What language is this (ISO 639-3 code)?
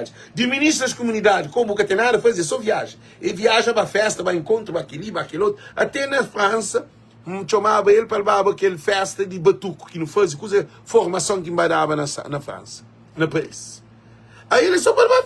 kea